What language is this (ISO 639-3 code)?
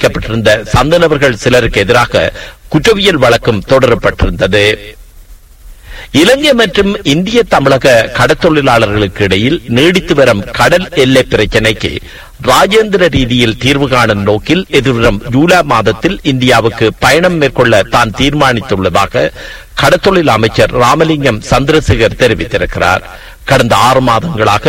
tam